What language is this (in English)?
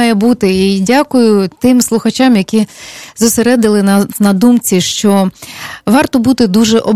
Ukrainian